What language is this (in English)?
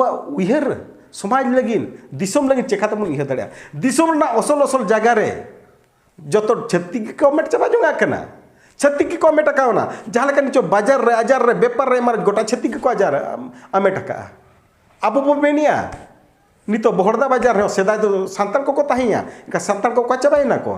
Santali